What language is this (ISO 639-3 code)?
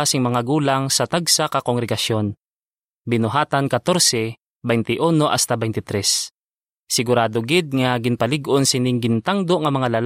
hil